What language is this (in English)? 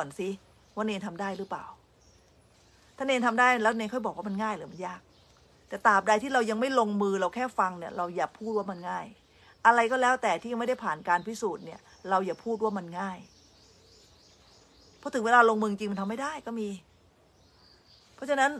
Thai